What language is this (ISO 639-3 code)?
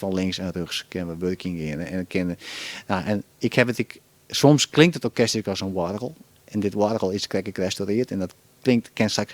fry